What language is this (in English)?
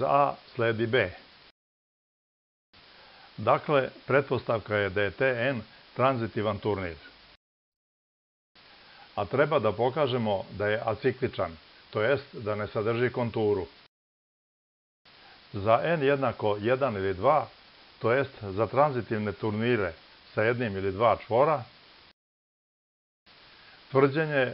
Serbian